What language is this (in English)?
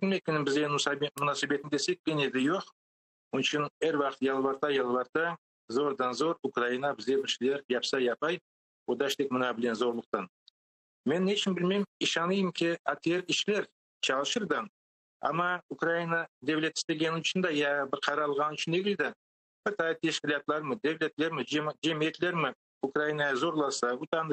Crimean Tatar